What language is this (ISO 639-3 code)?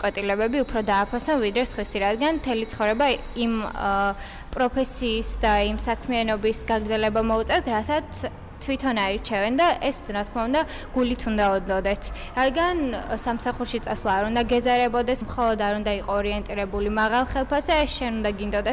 kat